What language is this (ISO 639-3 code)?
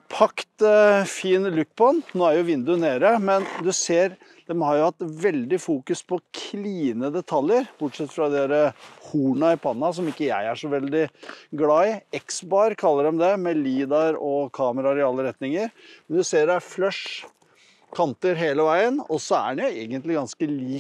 nor